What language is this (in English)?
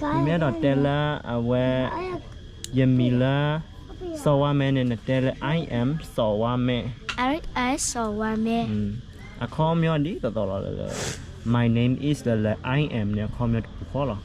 S'gaw Karen